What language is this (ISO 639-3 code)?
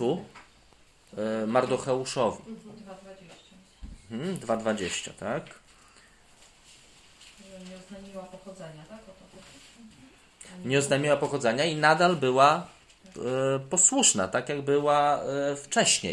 pol